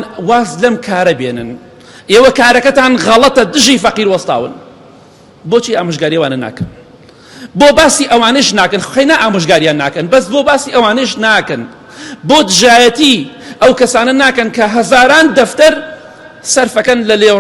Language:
Central Kurdish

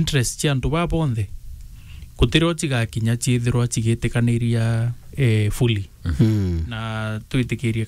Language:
Meru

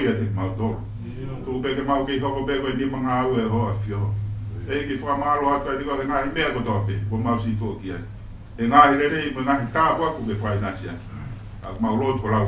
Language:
Tongan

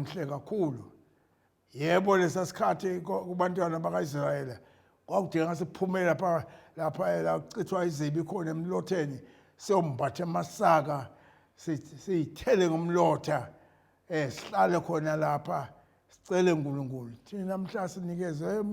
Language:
Zulu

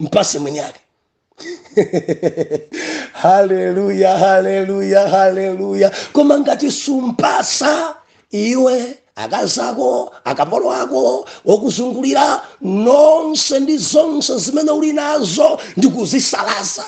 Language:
Nyanja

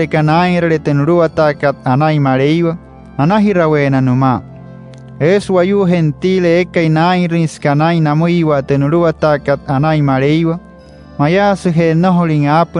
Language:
Wayuu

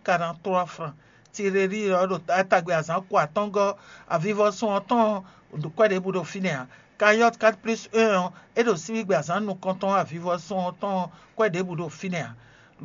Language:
Fon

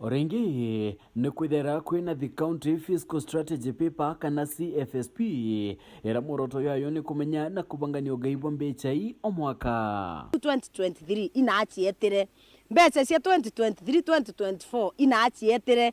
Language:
Meru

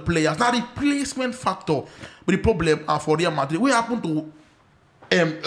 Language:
Nigerian Pidgin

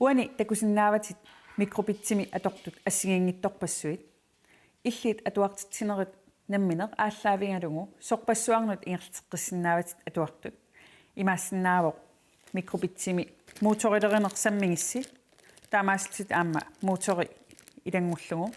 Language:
Kalaallisut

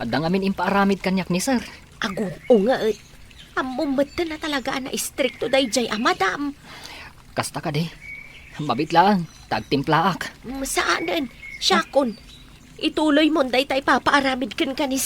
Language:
Iloko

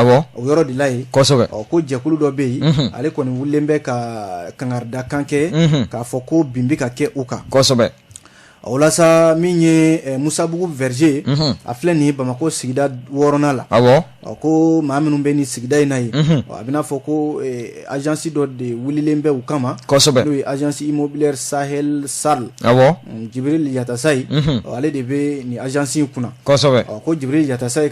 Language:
Bambara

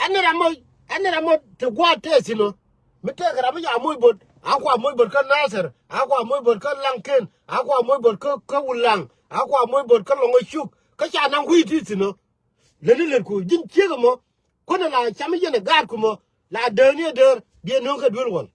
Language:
Nuer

